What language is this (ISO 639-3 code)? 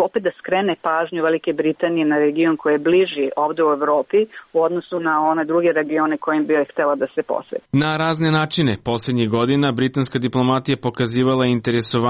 srp